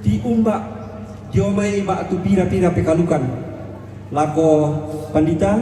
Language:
Toraja-Sa'dan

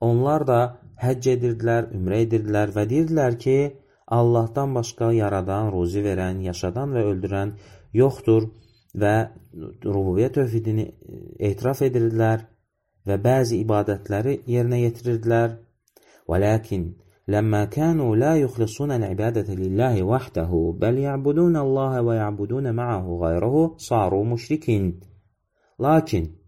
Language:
Azerbaijani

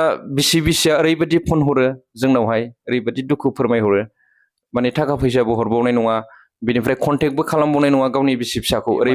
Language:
Bodo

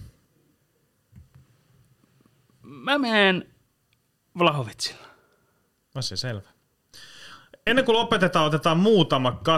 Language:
Finnish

